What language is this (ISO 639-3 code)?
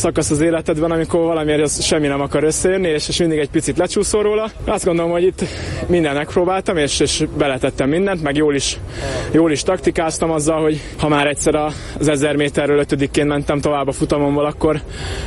hun